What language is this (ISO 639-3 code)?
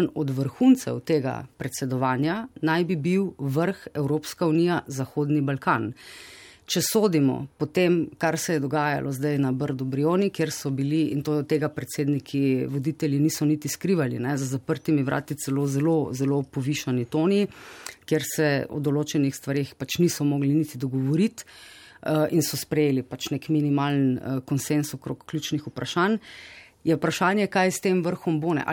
slv